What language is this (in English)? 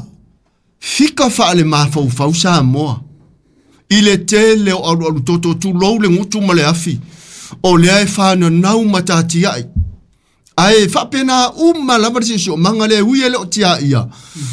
Samoan